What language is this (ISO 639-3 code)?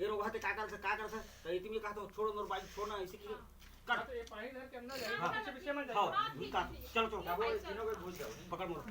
hne